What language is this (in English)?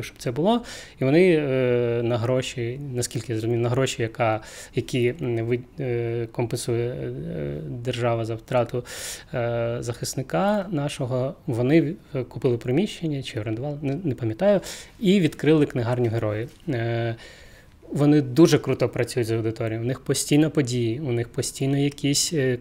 Ukrainian